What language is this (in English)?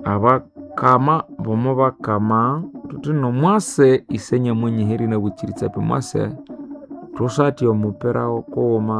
Nande